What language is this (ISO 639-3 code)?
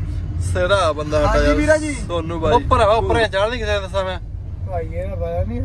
pan